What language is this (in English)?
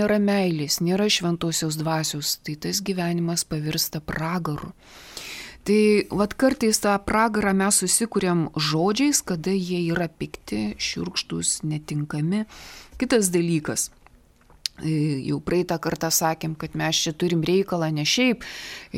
Lithuanian